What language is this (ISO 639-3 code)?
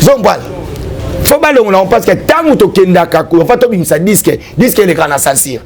lin